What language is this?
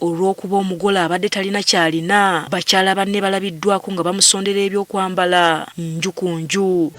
Ganda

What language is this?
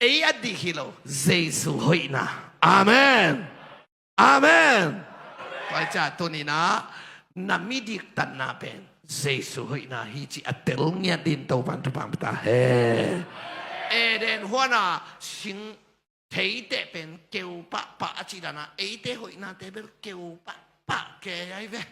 Tedim Chin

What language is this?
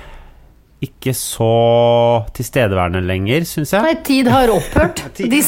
Norwegian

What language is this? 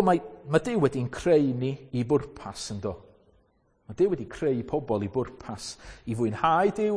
Welsh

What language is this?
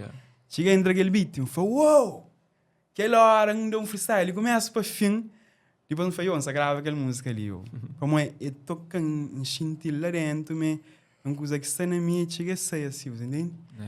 Kabuverdianu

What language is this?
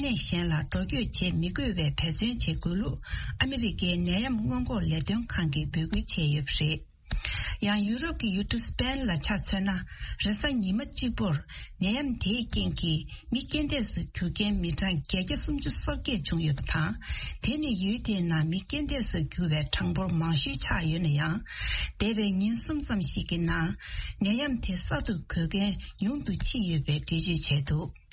Tibetan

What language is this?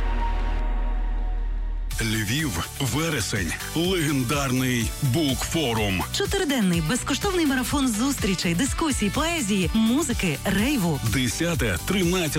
Ukrainian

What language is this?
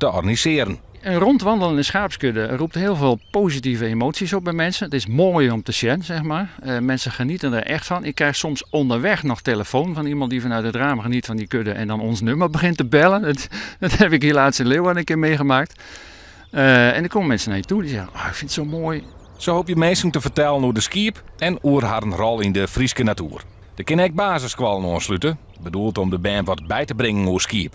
Western Frisian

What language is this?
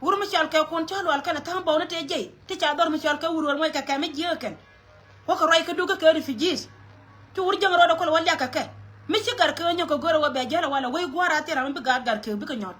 Nuer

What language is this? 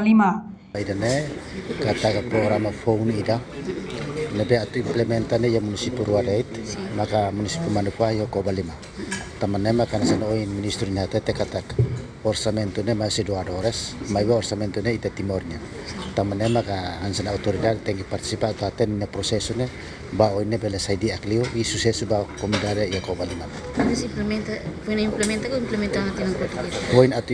Tetum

